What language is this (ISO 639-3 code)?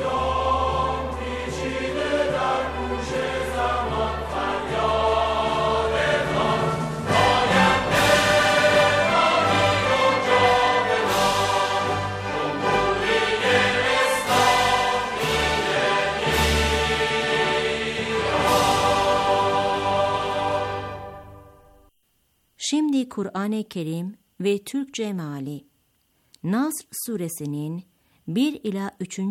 tur